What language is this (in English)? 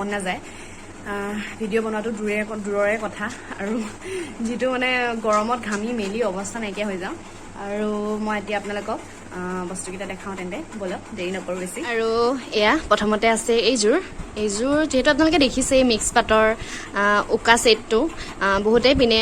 Assamese